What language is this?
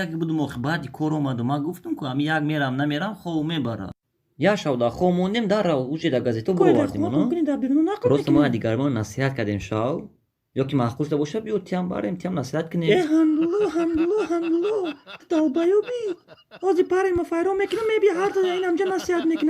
Tajik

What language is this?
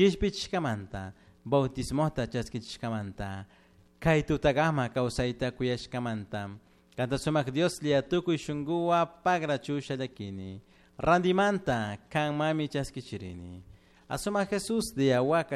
Chimborazo Highland Quichua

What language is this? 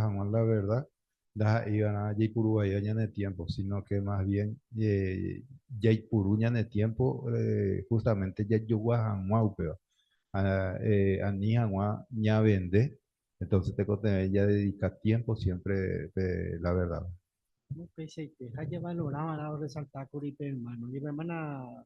Guarani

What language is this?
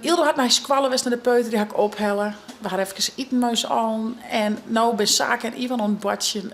Western Frisian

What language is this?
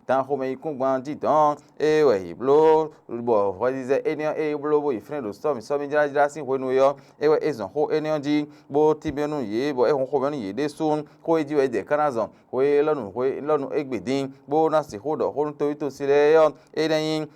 Fon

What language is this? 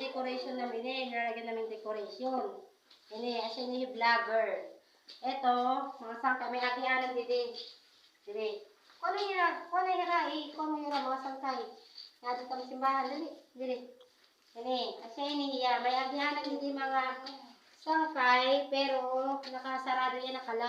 Waray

